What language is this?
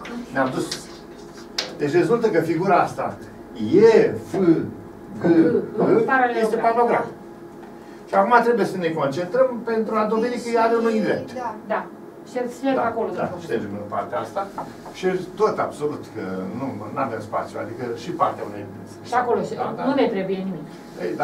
Romanian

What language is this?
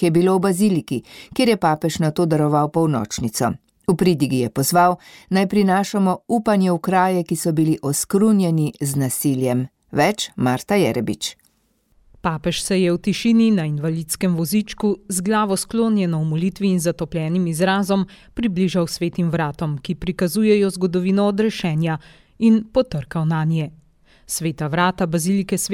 Slovenian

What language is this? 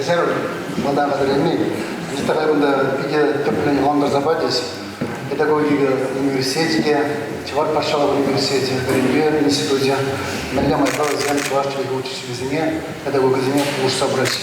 Chuvash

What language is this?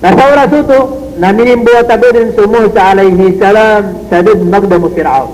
Maranao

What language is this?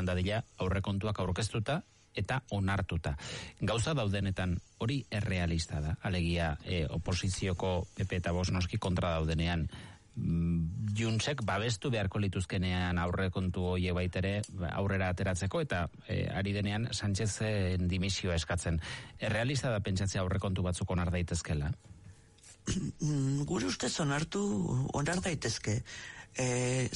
Basque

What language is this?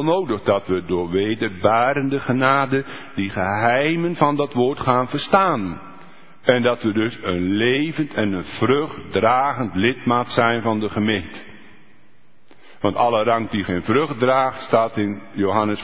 Dutch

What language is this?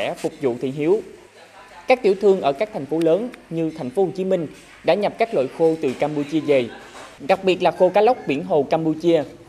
Vietnamese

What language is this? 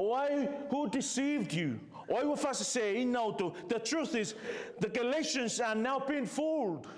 Samoan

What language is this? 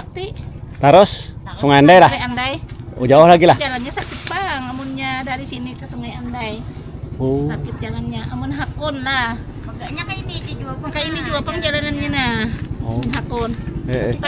Banjar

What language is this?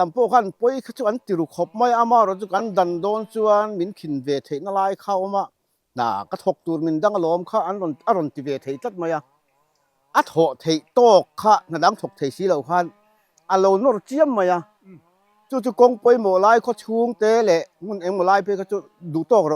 Mizo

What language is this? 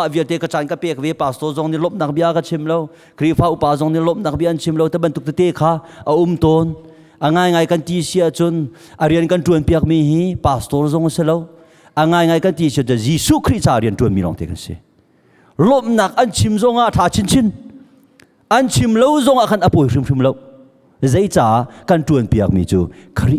Hakha Chin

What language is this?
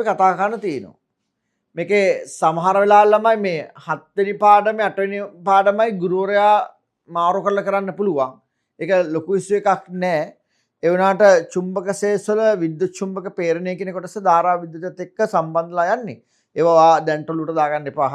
Sinhala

